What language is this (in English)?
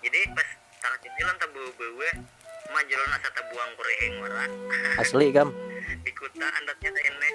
Banjar